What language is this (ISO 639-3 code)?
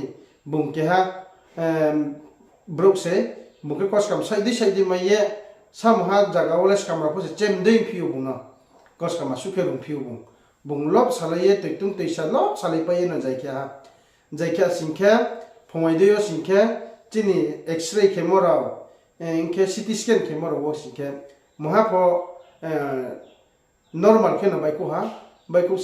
ria